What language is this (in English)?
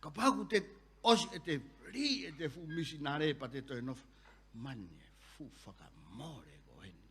Tongan